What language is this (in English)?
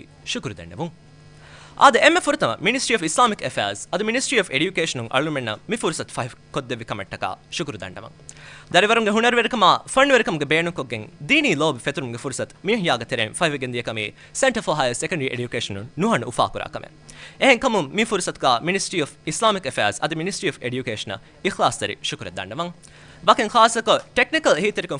Divehi